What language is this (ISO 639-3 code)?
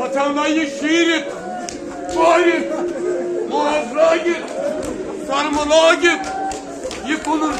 kas